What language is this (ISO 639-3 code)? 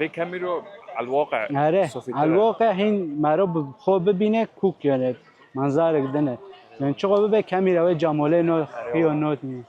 kur